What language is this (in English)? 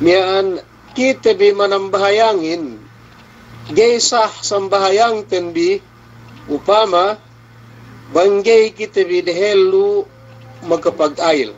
Yakan